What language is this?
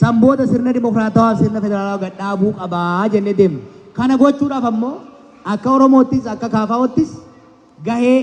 Oromo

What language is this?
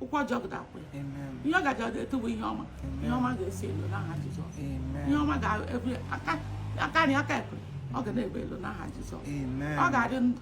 Igbo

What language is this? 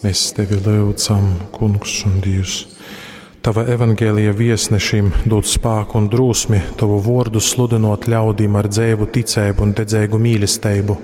Latgalian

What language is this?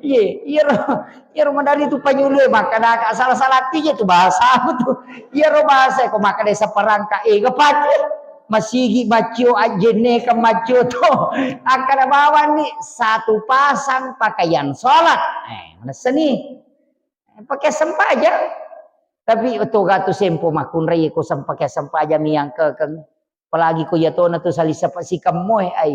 Buginese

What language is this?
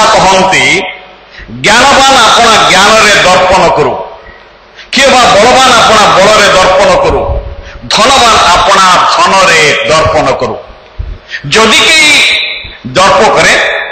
Odia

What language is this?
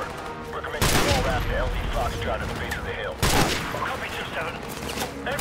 English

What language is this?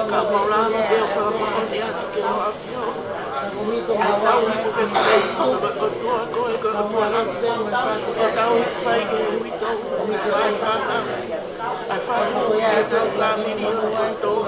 Tongan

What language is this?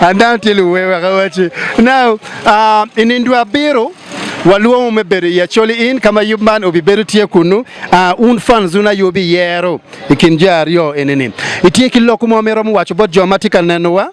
Acoli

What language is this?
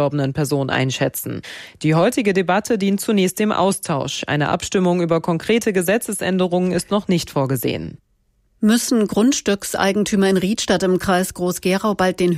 German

